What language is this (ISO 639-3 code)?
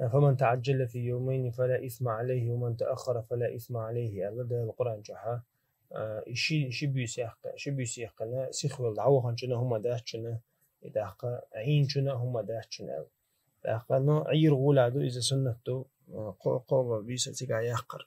che